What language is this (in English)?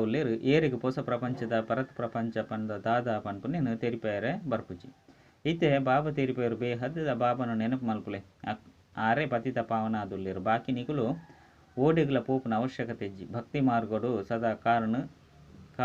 Tulu